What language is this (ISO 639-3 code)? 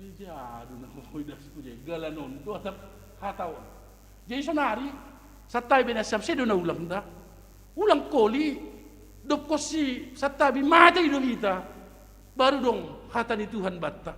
bts